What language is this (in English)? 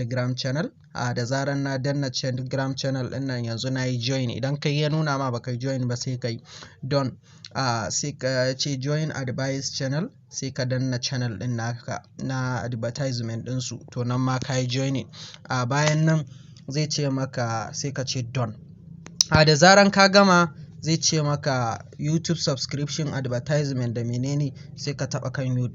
Hausa